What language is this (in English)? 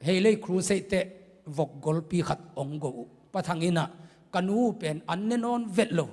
Tedim Chin